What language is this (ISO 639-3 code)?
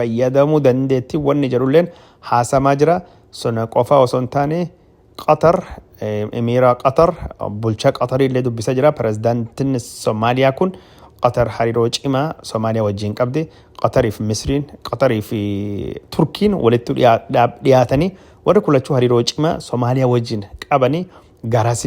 orm